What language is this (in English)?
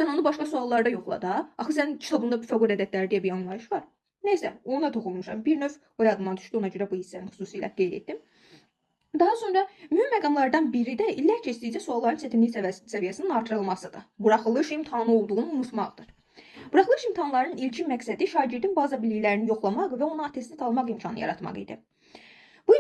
Azerbaijani